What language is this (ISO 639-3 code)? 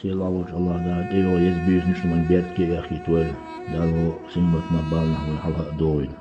che